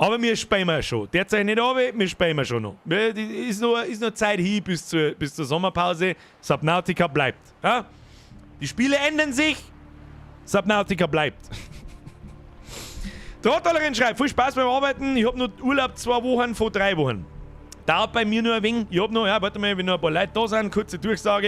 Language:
Bavarian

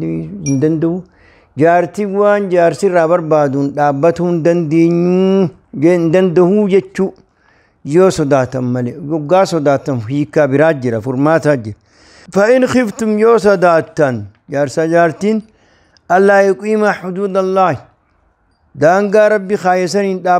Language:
Oromo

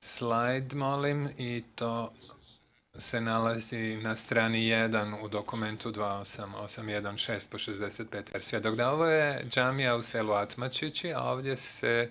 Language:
Bosnian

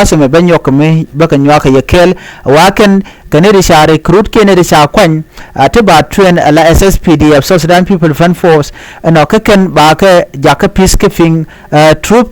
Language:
Nuer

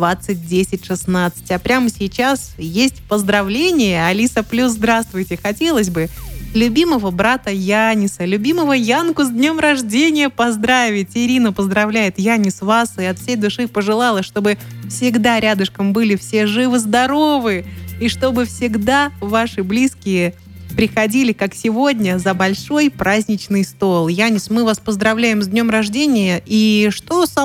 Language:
Russian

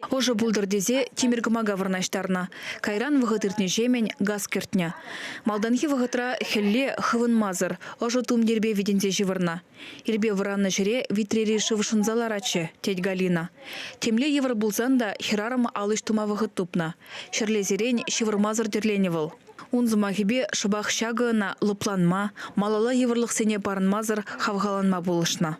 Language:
Chuvash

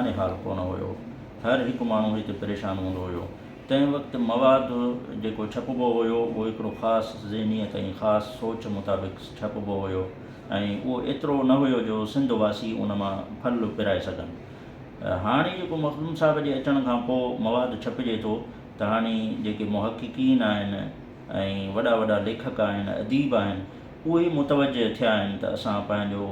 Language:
Sindhi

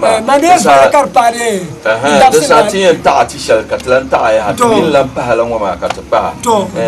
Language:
Dagbani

